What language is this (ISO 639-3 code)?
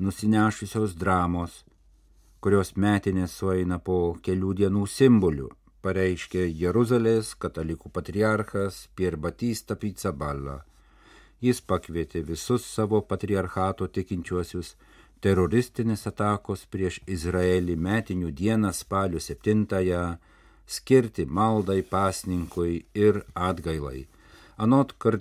lit